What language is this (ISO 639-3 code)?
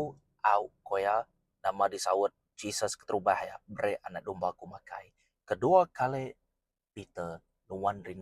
iba